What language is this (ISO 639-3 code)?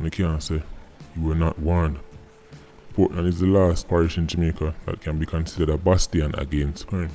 jam